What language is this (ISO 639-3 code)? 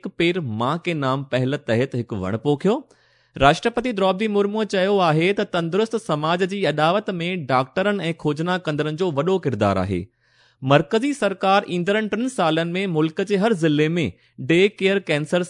snd